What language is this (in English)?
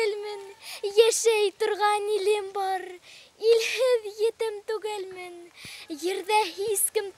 Bashkir